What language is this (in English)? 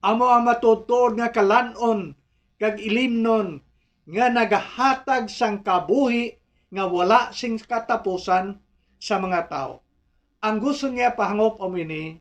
Hiligaynon